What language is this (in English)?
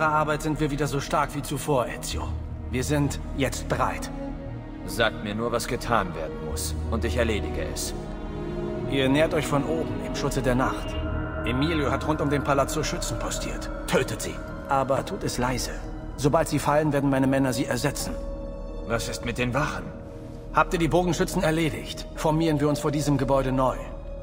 Bavarian